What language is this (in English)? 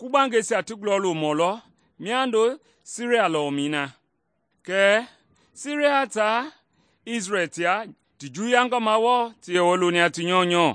Mende